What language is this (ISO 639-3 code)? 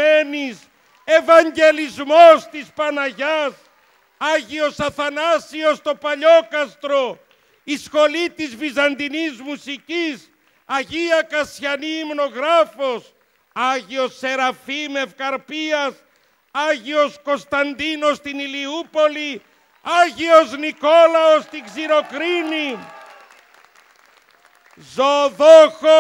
ell